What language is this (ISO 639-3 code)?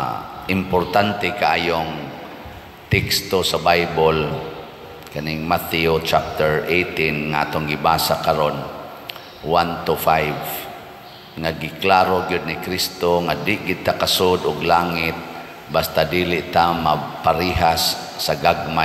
ceb